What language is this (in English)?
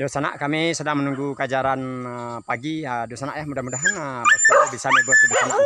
Minangkabau